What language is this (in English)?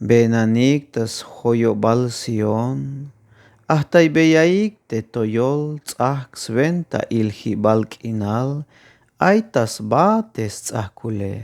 Tzeltal